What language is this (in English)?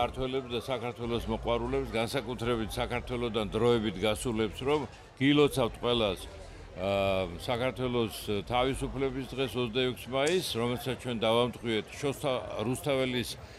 Georgian